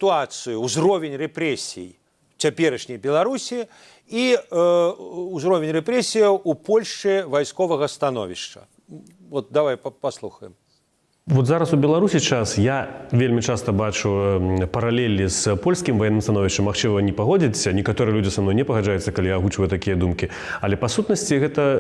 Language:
Belarusian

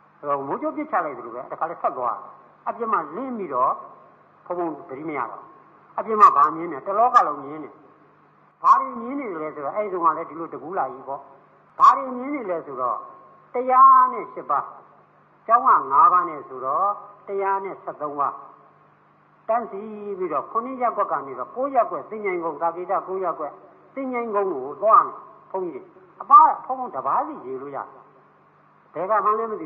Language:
Burmese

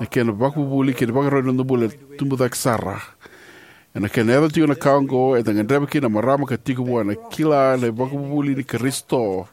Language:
Fijian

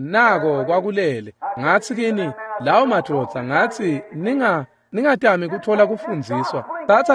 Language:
Swati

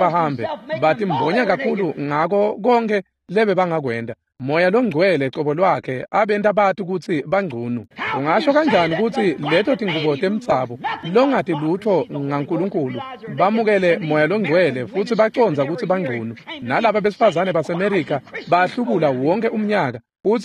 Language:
Swati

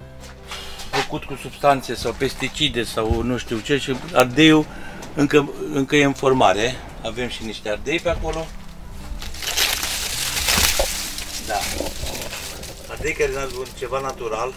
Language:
Romanian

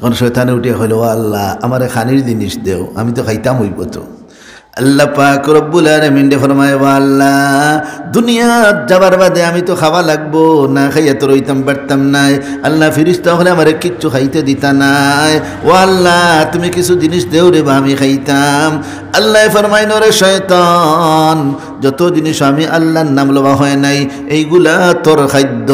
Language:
Sylheti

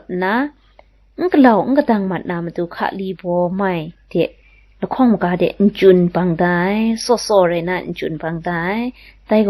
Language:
Kachin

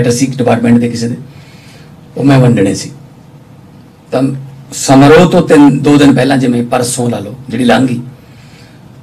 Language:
Punjabi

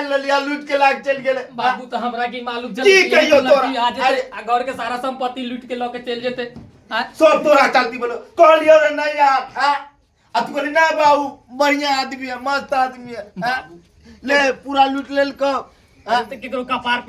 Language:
Maithili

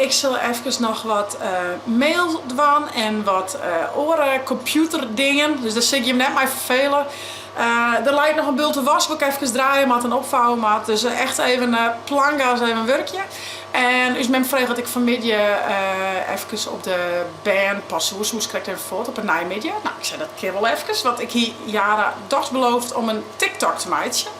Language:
Western Frisian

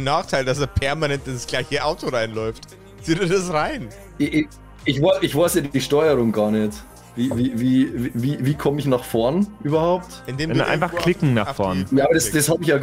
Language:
German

